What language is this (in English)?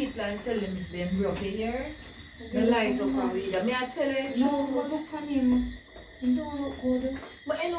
Jamaican Creole English